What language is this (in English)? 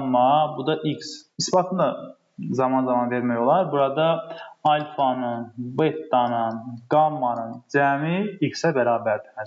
Azerbaijani